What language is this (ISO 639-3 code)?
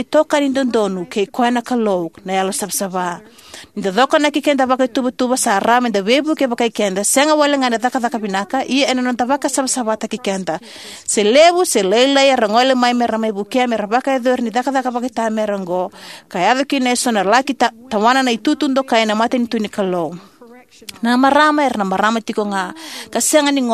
fij